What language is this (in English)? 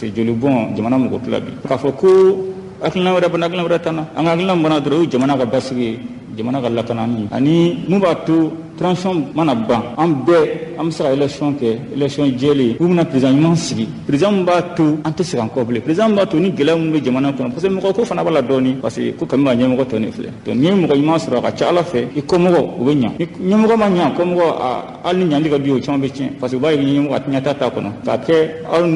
Bambara